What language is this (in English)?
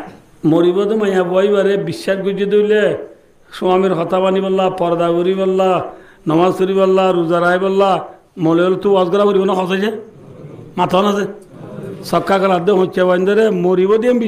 Rohingya